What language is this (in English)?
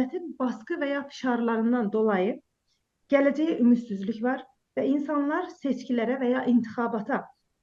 South Azerbaijani